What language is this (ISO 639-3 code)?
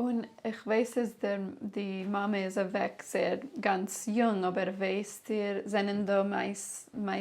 yid